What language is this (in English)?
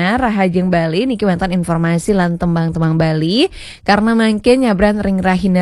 Balinese